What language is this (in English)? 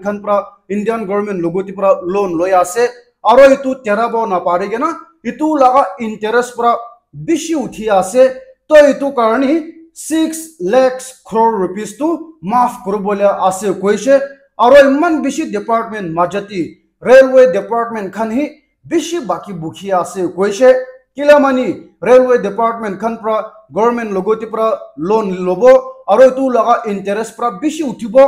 Naga Pidgin